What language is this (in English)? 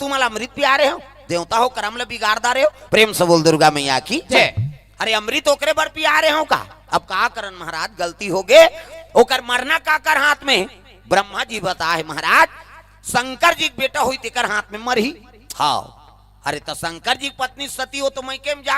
Chhattisgarhi